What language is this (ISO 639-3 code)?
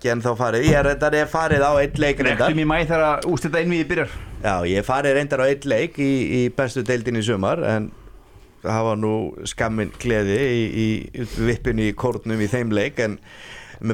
isl